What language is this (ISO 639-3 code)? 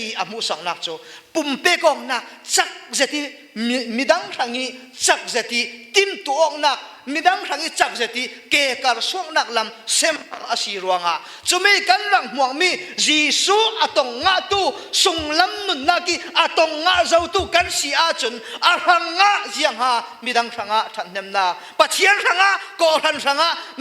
cfm